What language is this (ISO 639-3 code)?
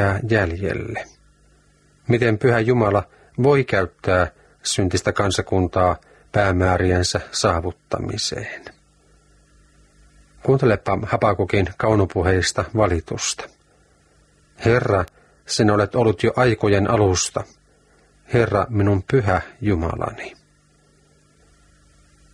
fin